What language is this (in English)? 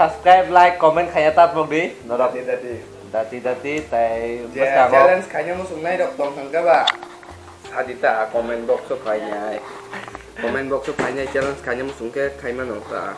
Kok Borok